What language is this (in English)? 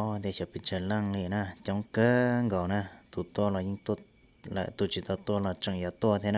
Hmong